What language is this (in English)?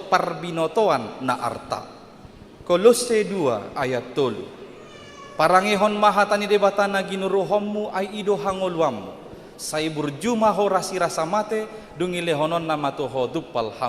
Batak Toba